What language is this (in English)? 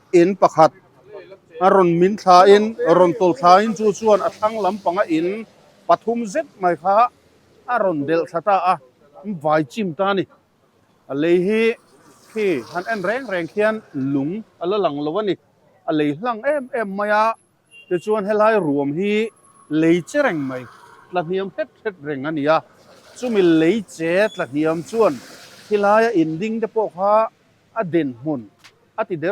Mizo